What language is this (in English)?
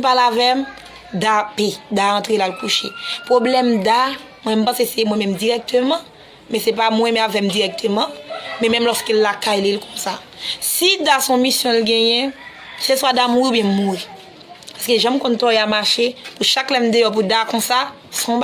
Haitian Creole